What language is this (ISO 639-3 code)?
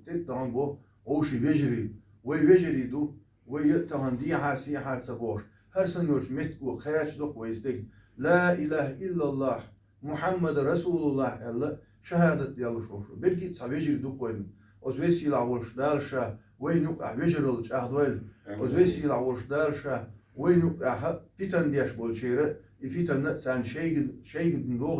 che